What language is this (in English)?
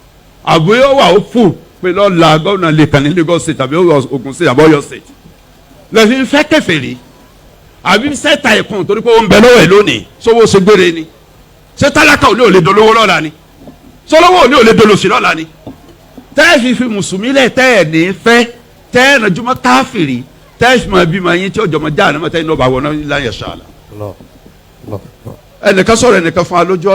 Yoruba